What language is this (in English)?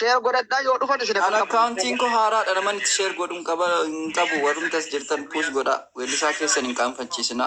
Oromo